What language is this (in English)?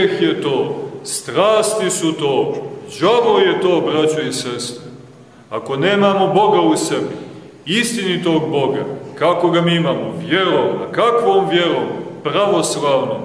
Serbian